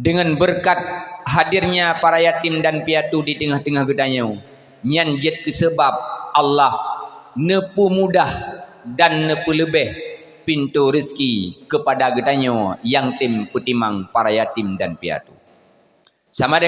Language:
Achinese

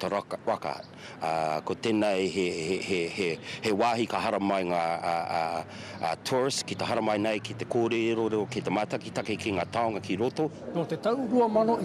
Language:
Māori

